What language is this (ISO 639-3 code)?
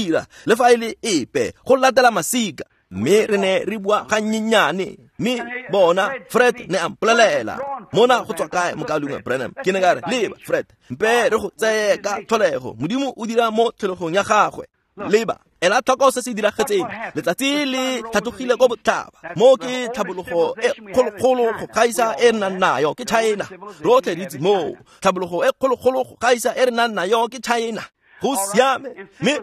tsn